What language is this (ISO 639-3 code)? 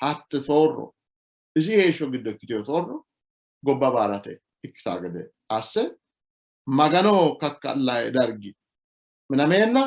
sid